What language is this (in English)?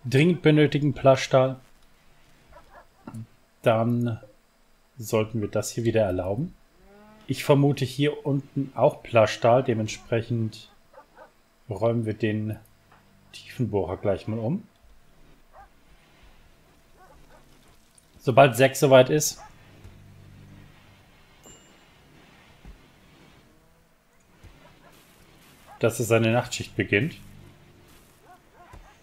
German